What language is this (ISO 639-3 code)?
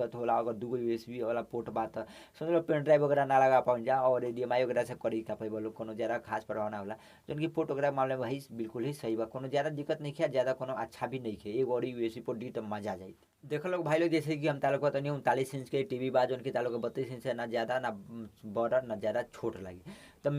bho